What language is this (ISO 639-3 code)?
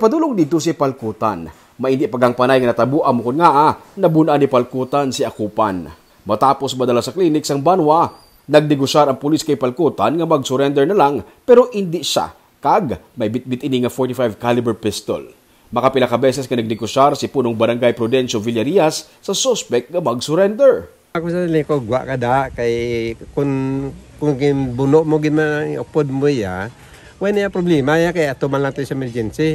hil